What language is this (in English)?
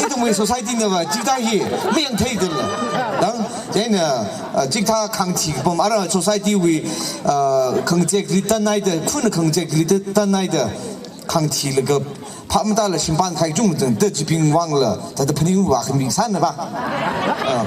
Tangkhul Naga (India)